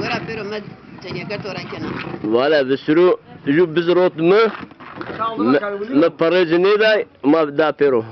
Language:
Zaza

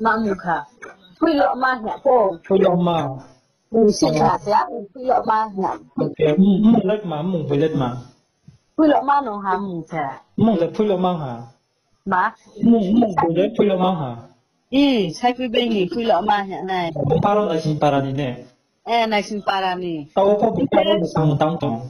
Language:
Riang (India)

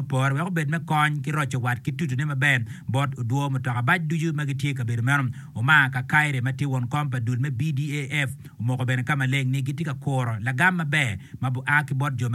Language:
Acoli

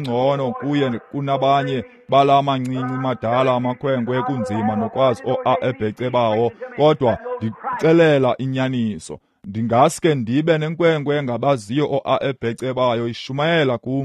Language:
Xhosa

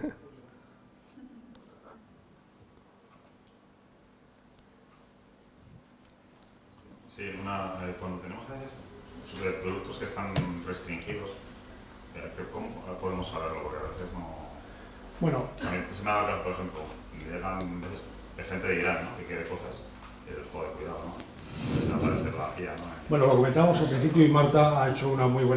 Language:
Spanish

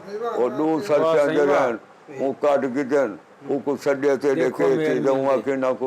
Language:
Saraiki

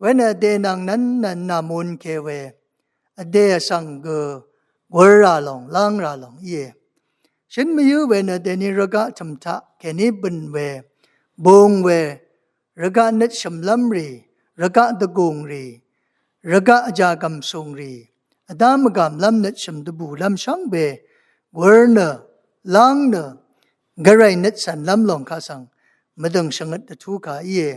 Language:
Rawang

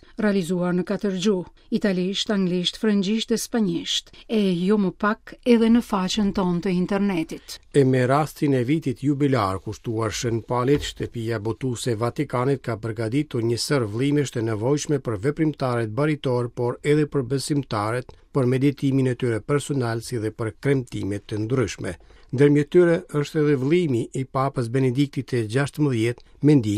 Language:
Albanian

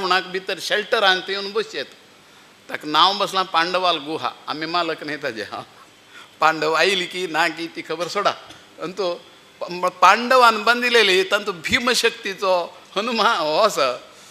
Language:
Konkani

